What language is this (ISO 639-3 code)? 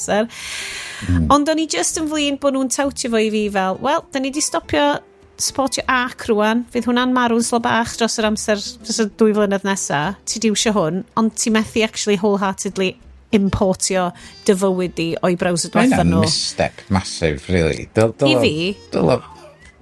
cym